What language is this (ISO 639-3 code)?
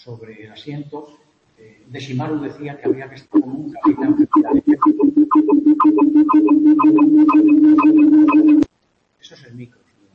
spa